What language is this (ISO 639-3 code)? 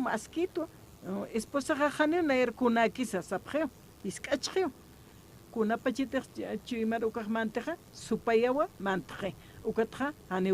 aym